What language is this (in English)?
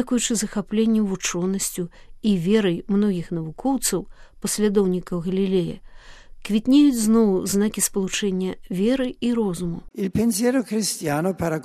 Belarusian